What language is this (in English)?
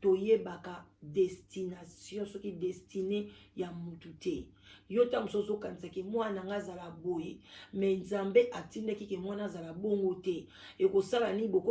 Lingala